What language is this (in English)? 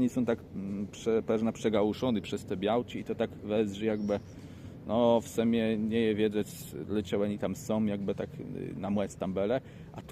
Kashubian